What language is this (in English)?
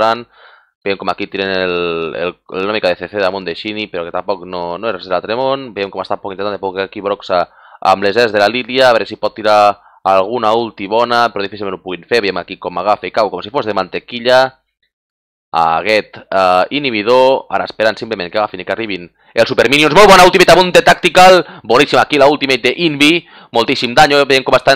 Catalan